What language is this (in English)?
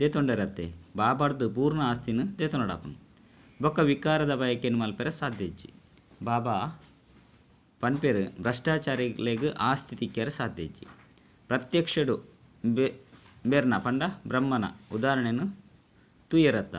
Tulu